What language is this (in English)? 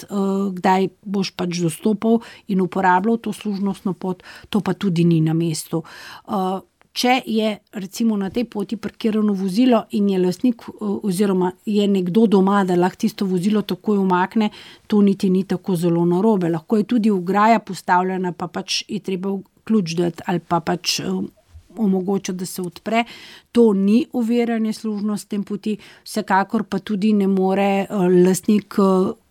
Slovenian